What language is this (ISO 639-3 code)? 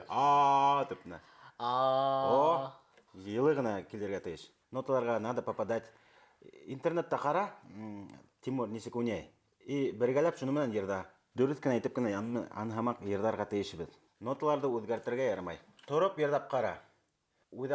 bak